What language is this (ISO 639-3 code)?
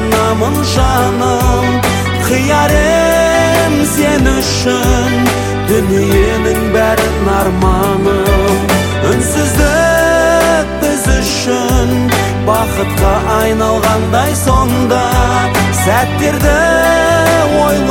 kaz